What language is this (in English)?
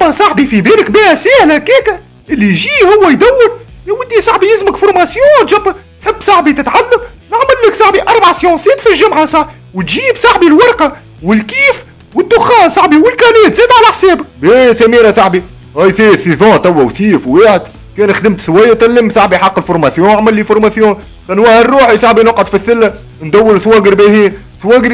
Tunisian Arabic